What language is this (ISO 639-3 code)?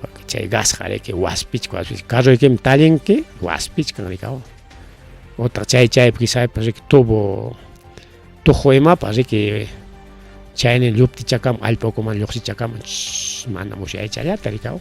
quy